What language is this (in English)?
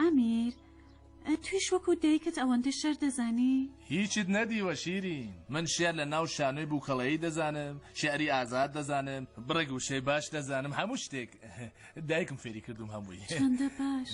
Central Kurdish